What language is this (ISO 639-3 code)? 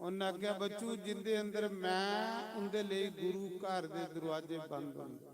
doi